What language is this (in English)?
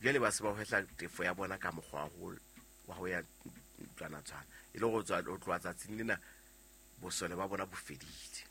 Southern Sotho